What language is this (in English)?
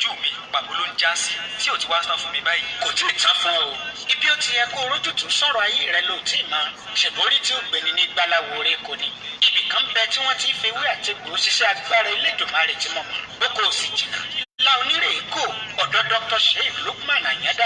Yoruba